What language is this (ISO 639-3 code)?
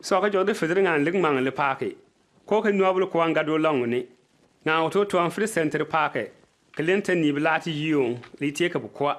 bim